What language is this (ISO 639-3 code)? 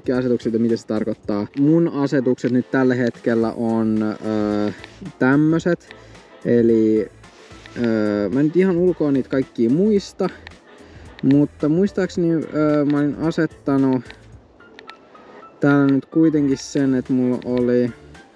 fin